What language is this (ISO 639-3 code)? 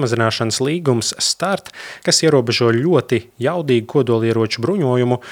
lav